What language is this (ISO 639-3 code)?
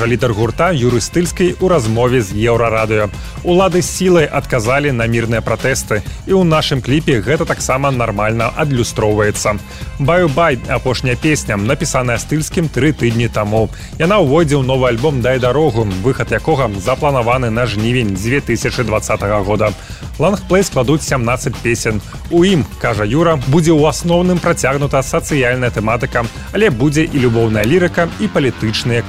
bel